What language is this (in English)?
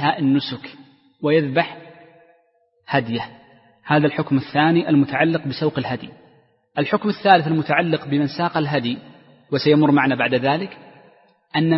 Arabic